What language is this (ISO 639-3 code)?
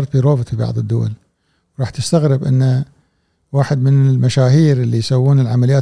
afb